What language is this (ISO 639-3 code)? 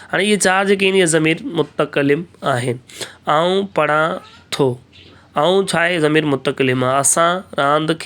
snd